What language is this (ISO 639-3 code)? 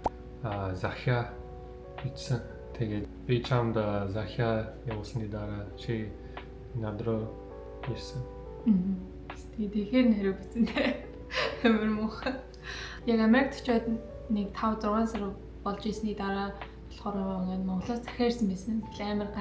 mon